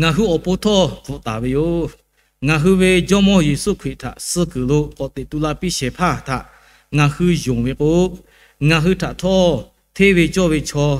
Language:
Lahu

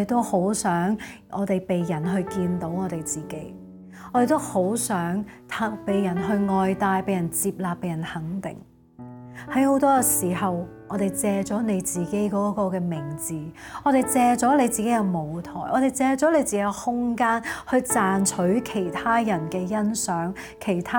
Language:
Cantonese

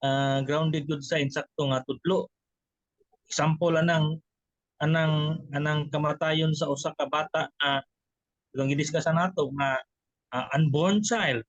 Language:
Cebuano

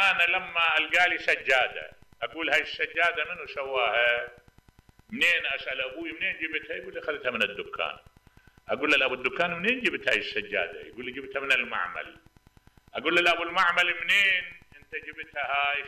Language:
Mesopotamian Arabic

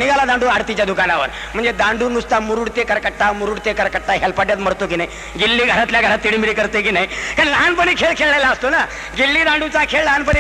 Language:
Marathi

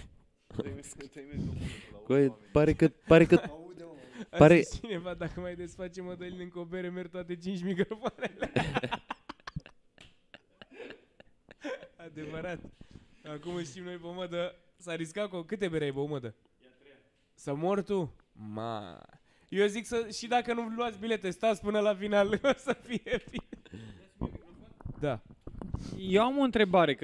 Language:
Romanian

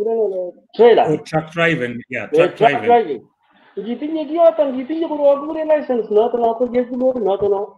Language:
Kalenjin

